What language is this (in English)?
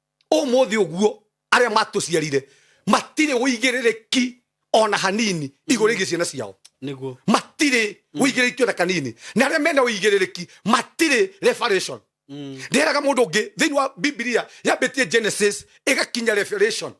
Kikuyu